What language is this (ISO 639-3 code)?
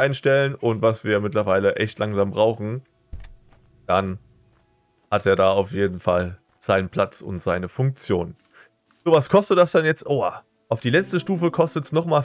deu